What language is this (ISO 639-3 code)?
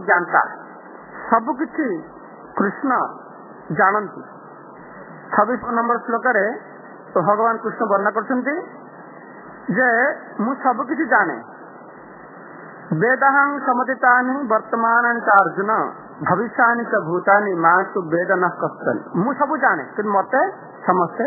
ori